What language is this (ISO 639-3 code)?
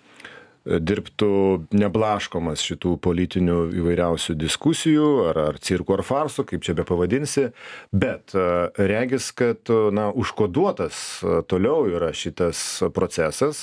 lit